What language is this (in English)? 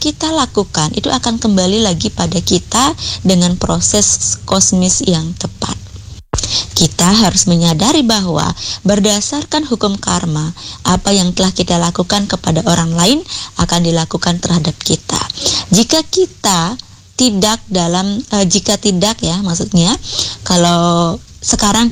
Indonesian